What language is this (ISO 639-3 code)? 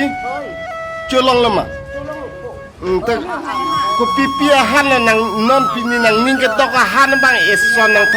mjw